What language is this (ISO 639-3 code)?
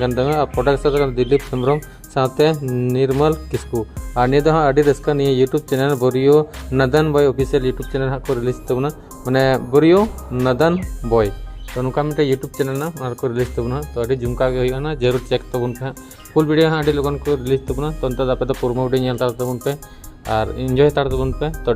sat